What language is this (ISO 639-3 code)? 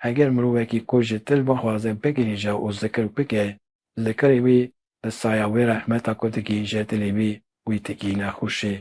kur